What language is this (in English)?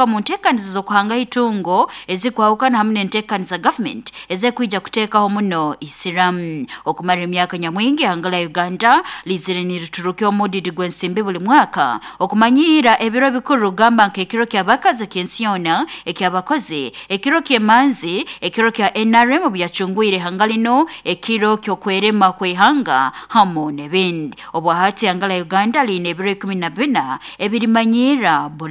Nyankole